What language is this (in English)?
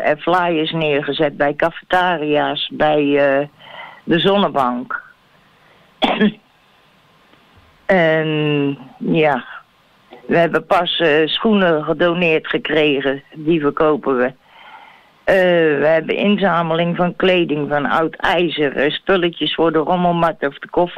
Dutch